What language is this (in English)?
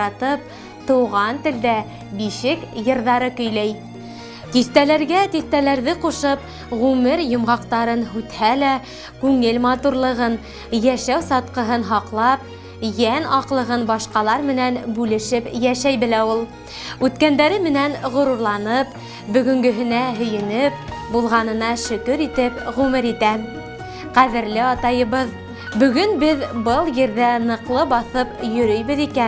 Bashkir